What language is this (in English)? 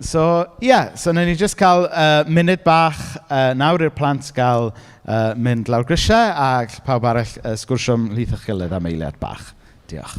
Welsh